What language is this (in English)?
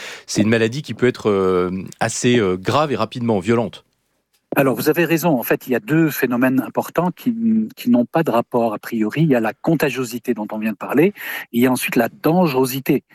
French